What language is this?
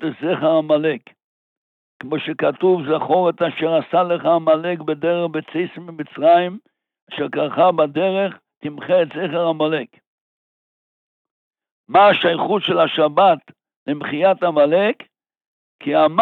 Hebrew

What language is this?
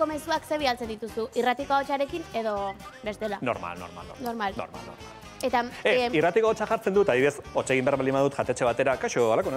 Basque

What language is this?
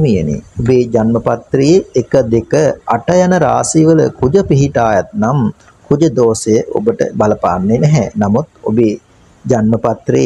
Sinhala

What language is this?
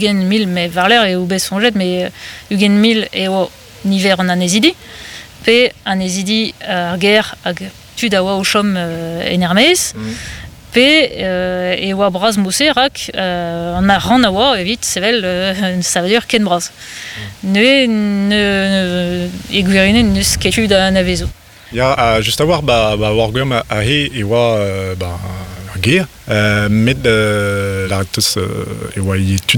Breton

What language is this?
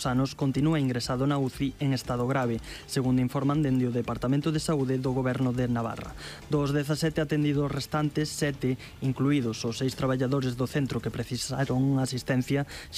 Galician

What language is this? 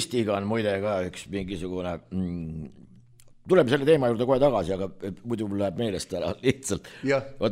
Estonian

